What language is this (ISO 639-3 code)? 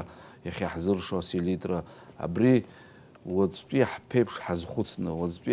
abk